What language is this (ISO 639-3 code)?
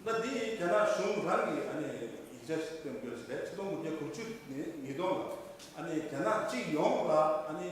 bod